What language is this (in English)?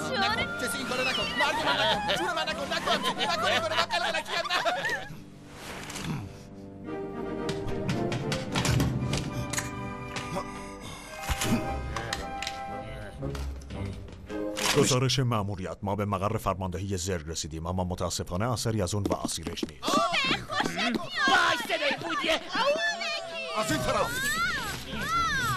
Persian